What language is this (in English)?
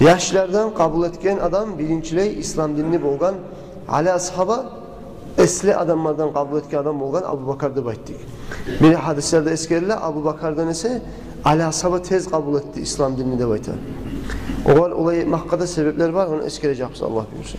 Kumyk